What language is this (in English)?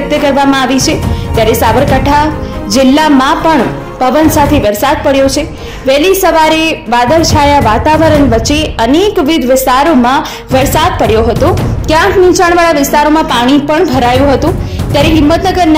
Gujarati